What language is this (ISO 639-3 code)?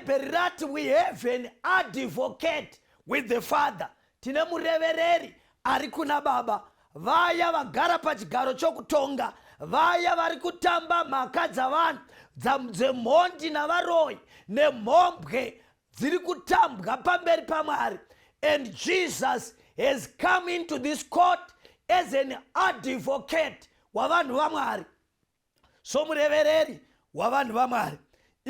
sna